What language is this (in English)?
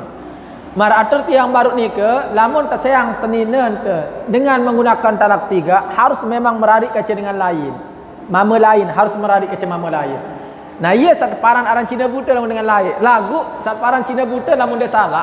Sasak